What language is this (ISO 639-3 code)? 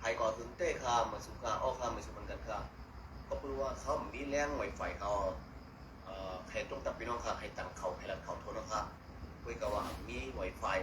shn